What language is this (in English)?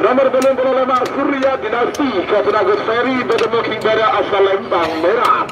Madurese